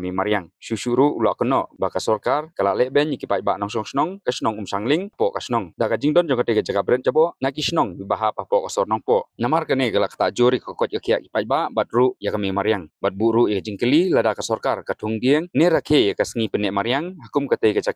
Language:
Khasi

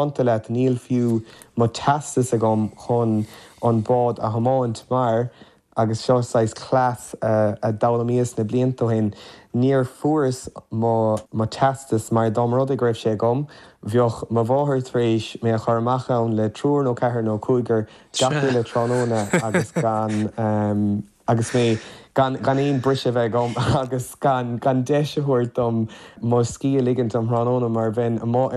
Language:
Irish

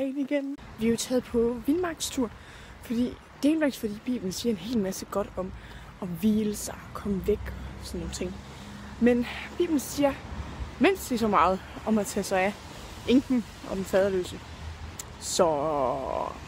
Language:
Danish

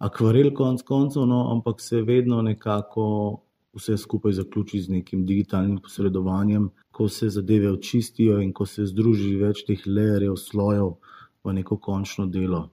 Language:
Slovenian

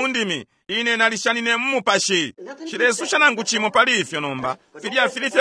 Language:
Bemba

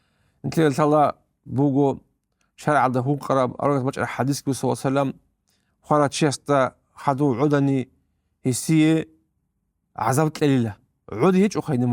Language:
Avaric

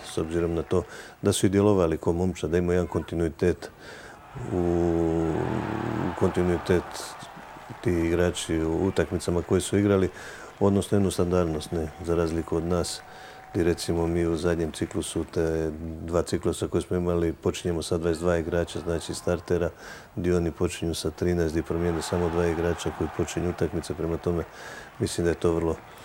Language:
Croatian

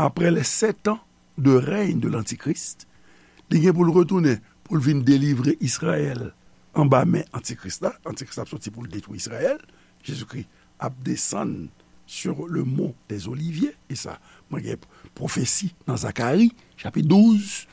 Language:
Haitian Creole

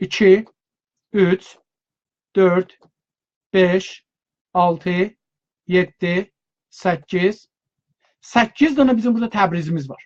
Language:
South Azerbaijani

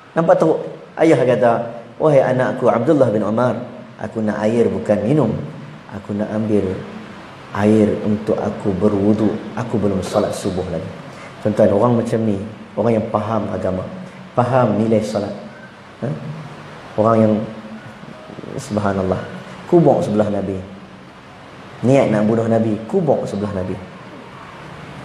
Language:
Malay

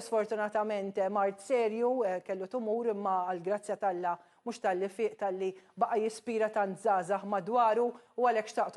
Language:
Maltese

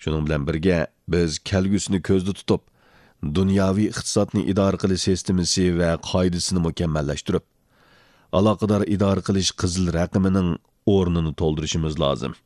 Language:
Uyghur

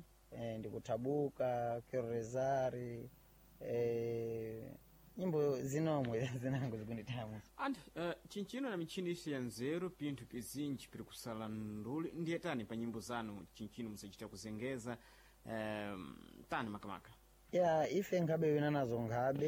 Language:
Sena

